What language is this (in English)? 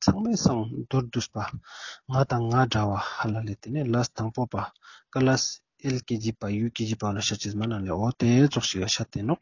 Ladakhi